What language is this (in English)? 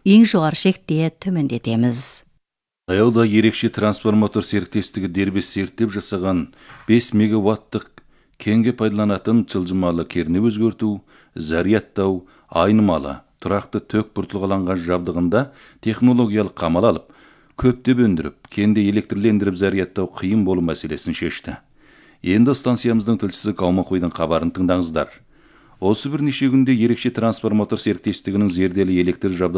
Kazakh